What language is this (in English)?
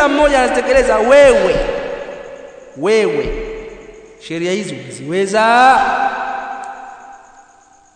Swahili